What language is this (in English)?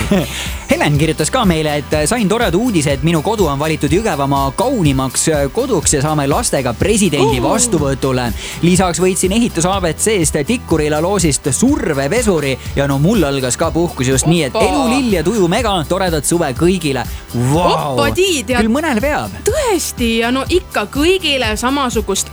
Estonian